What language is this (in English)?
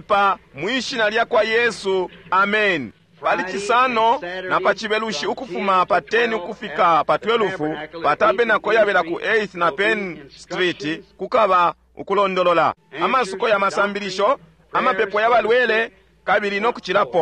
Bemba